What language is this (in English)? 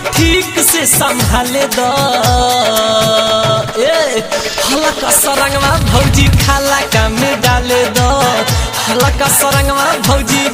Bhojpuri